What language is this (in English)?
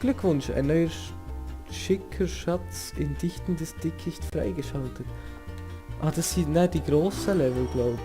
Swiss German